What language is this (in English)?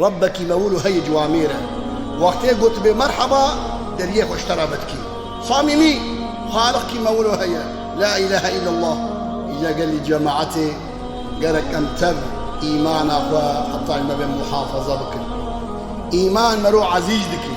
Kurdish